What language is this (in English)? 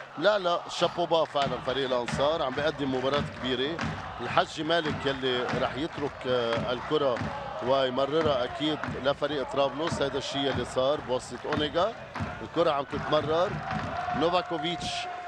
North Levantine Arabic